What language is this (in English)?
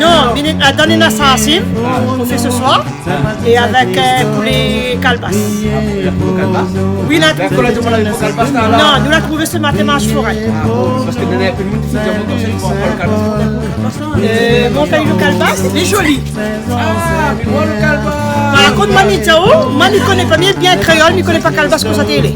Réunion Creole French